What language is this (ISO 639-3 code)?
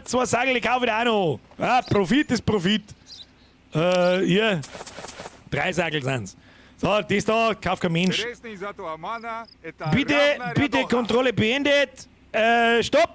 bar